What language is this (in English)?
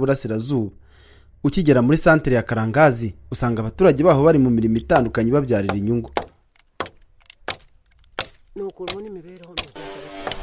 Kinyarwanda